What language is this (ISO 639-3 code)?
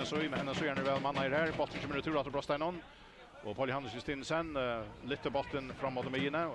fao